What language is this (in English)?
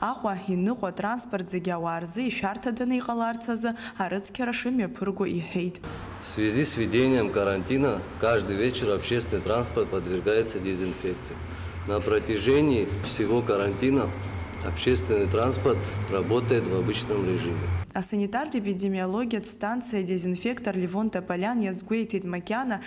Abkhazian